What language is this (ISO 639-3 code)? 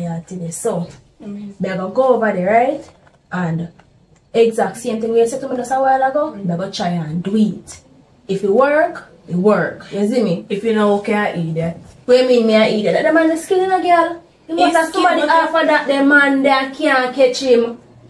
jam